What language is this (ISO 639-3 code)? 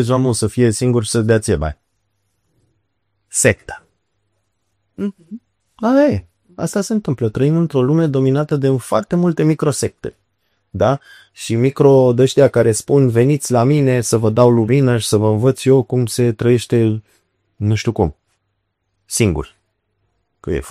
ron